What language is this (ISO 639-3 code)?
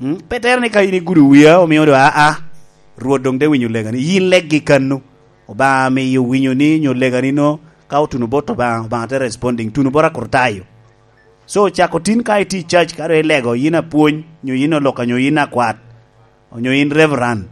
laj